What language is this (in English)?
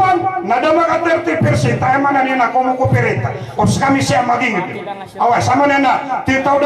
Maranao